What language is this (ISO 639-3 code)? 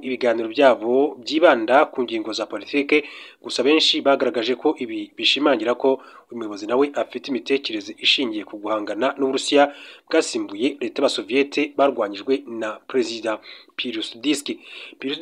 kin